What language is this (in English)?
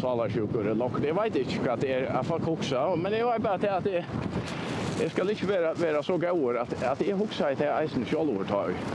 Faroese